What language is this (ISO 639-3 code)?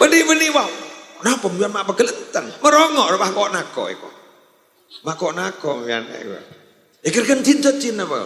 mad